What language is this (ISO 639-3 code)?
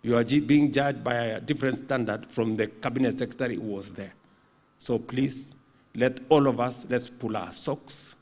guz